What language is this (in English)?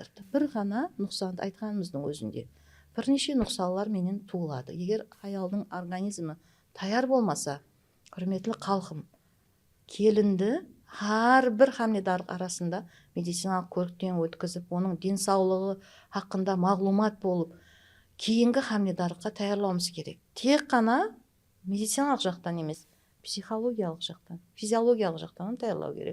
Kara-Kalpak